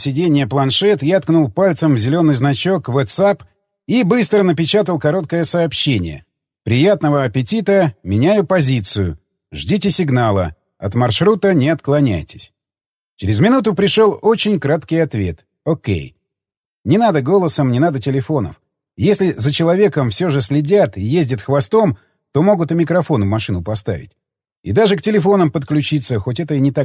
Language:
Russian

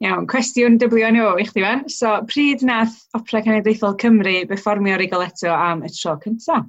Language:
Welsh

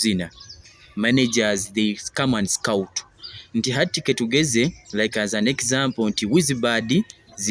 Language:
Nyoro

